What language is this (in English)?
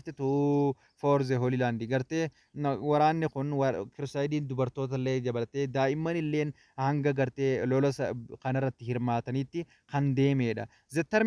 Oromo